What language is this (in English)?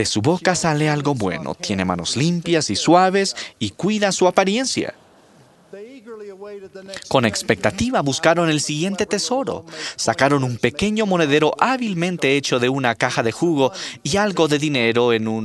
Spanish